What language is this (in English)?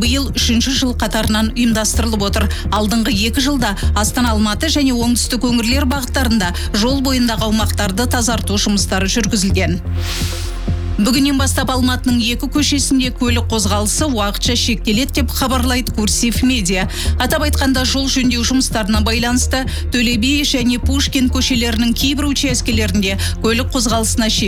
Kazakh